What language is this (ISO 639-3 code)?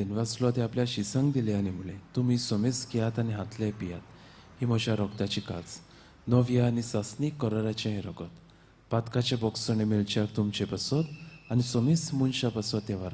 kok